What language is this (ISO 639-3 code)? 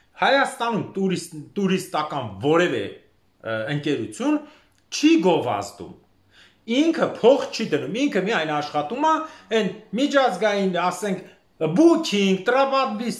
hye